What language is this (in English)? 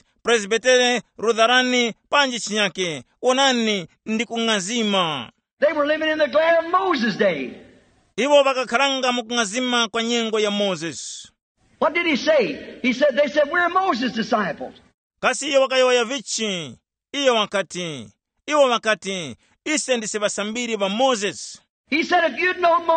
Tumbuka